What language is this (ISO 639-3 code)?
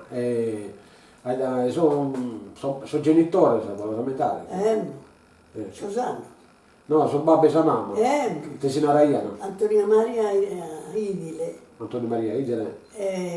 srd